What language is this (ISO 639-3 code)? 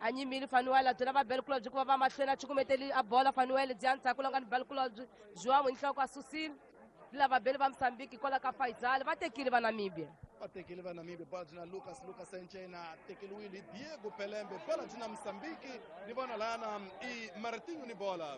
tso